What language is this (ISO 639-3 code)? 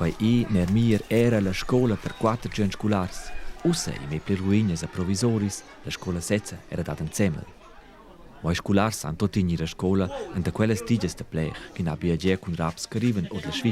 roh